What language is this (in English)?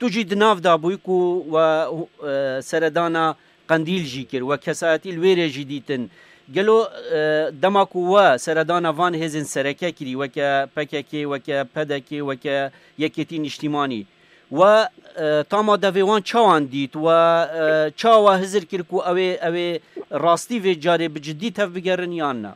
Kurdish